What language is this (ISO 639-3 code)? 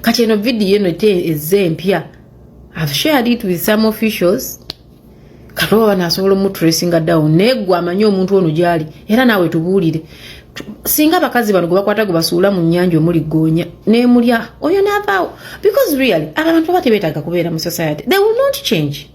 lug